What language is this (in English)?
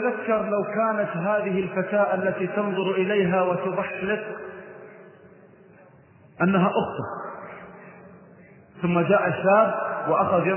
Arabic